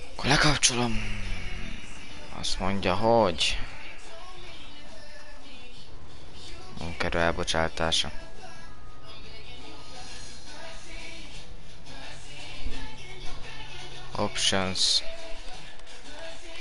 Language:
Hungarian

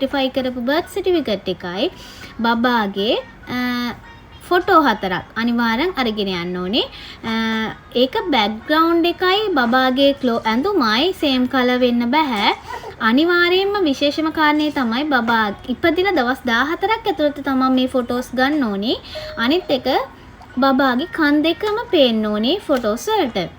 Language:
Sinhala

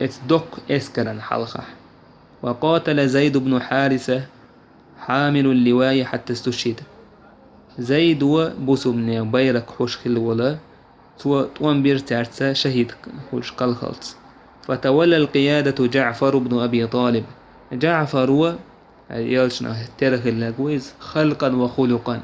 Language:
Chechen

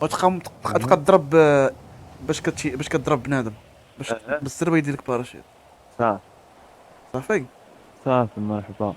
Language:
Moroccan Arabic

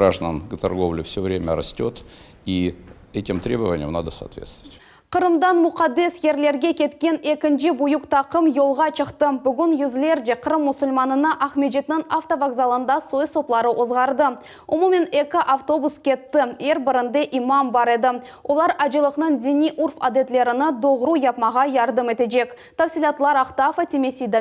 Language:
Crimean Tatar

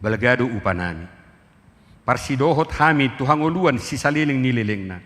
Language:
Batak Toba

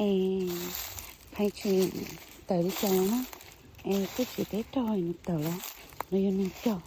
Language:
Hmong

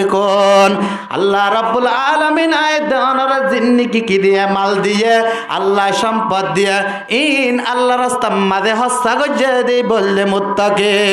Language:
Rohingya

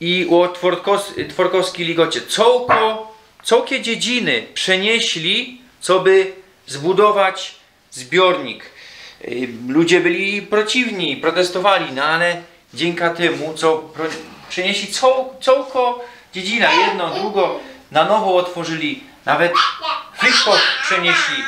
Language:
Silesian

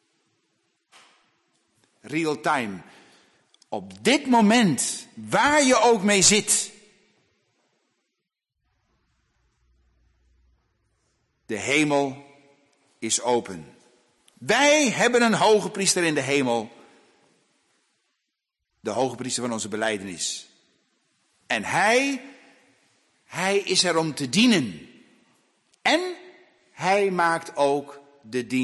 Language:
Dutch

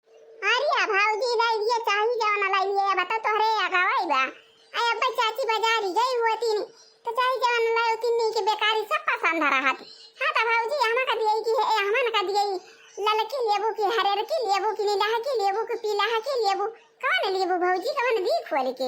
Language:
Awadhi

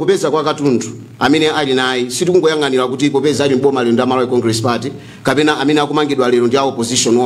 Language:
Nyanja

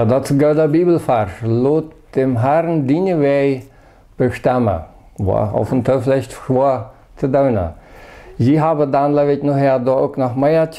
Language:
Plautdietsch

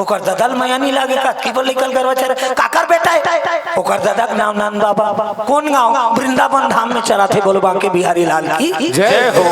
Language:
Chhattisgarhi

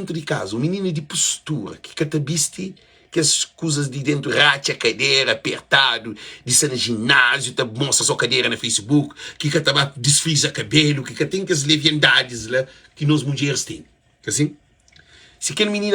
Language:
Kabuverdianu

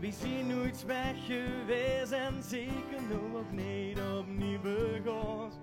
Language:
Limburgish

